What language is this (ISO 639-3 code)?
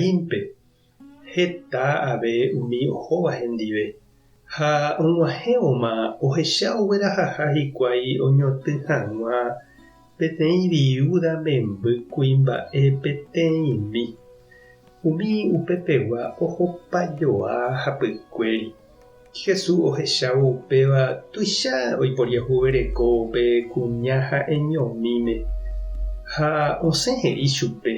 grn